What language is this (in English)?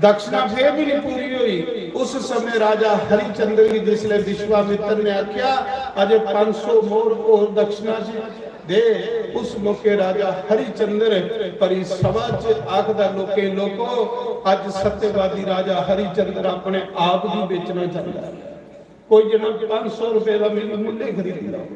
Dogri